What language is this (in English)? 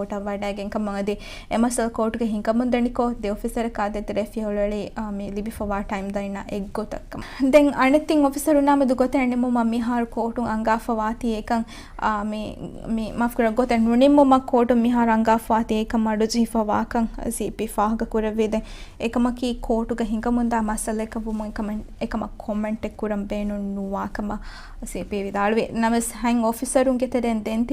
Divehi